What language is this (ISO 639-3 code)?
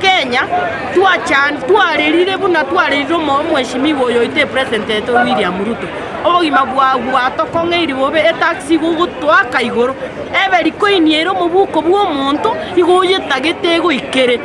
guz